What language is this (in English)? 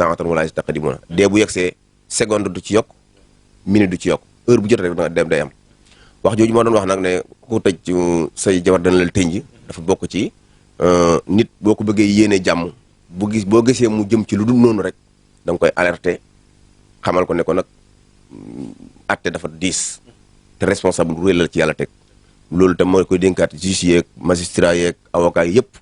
Wolof